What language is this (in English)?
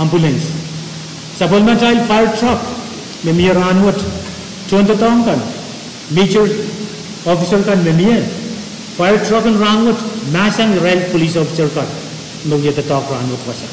Pohnpeian